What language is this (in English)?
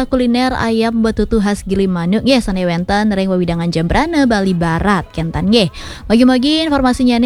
Balinese